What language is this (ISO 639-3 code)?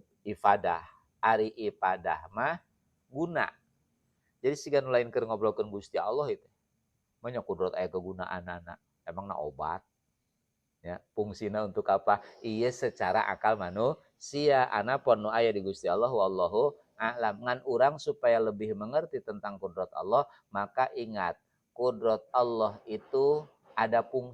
sun